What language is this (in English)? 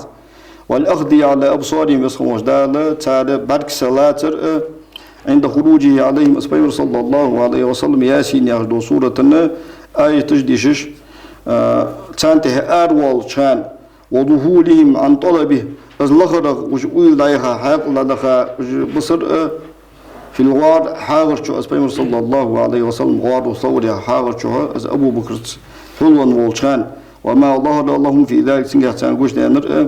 Ingush